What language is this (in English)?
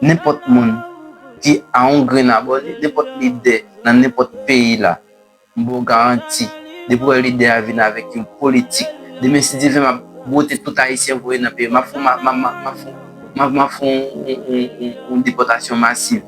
Haitian Creole